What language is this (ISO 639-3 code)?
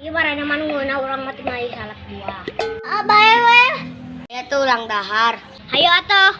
sun